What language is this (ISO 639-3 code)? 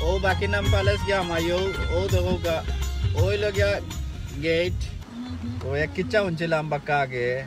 syl